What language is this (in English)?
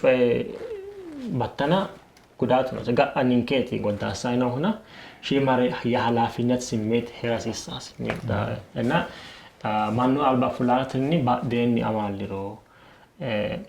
Sidamo